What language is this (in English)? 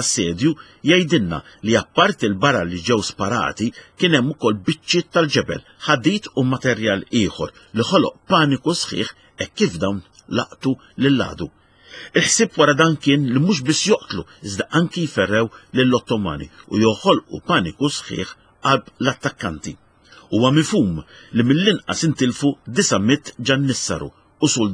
Maltese